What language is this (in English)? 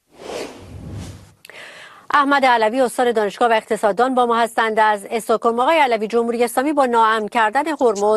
Persian